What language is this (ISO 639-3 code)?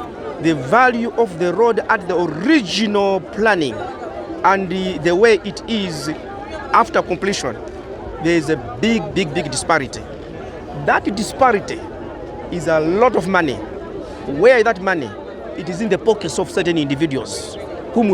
nya